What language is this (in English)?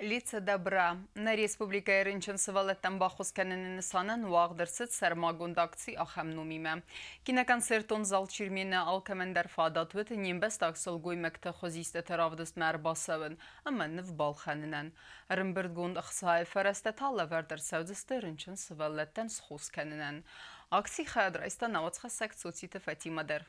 Ossetic